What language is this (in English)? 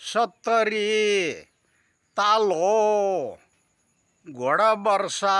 Nepali